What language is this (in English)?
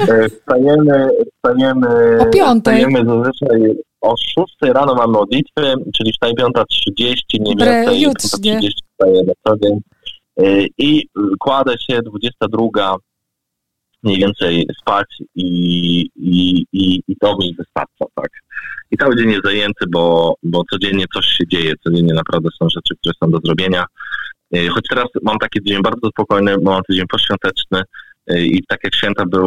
Polish